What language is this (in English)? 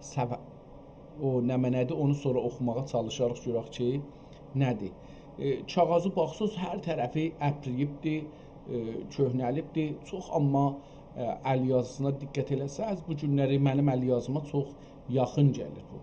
South Azerbaijani